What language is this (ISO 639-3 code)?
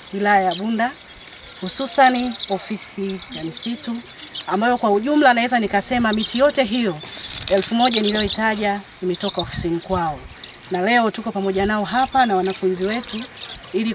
swa